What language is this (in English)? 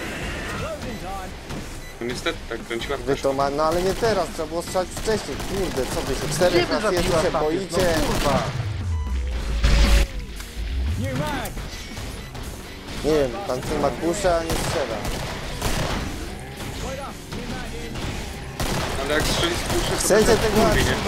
Polish